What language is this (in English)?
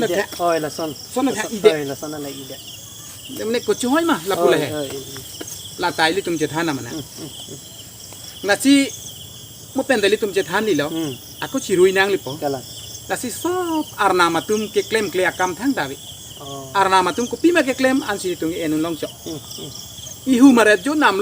Karbi